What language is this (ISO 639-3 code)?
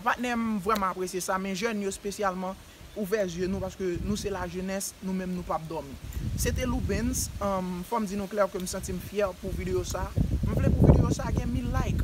hat